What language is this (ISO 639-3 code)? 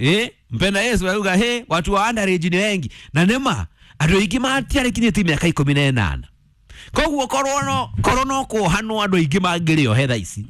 kik